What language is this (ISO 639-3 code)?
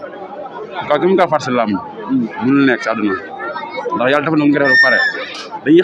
wol